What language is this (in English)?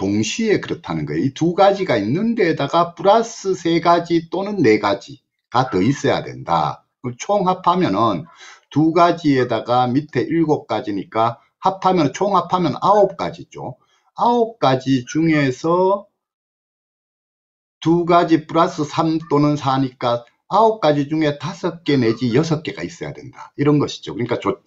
Korean